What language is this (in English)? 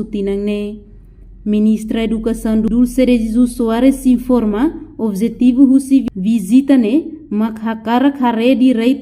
Tetum